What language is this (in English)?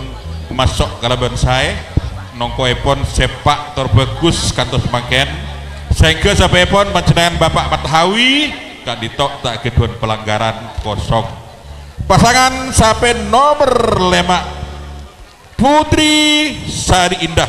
Madurese